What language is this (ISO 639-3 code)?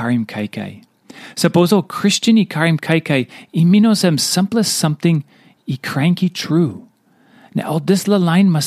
tpi